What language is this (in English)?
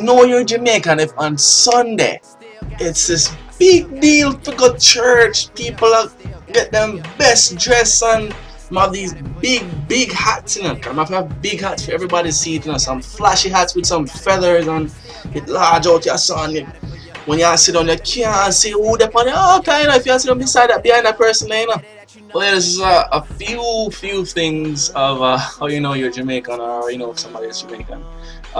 Jamaican Creole English